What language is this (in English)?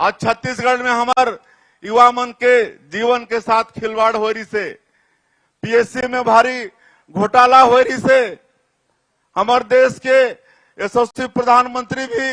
Chhattisgarhi